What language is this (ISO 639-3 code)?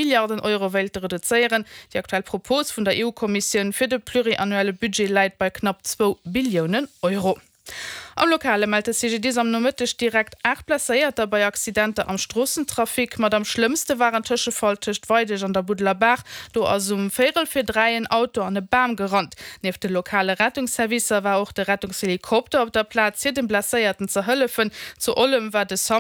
ltz